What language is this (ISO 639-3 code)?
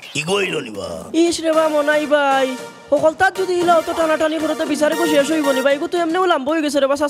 syl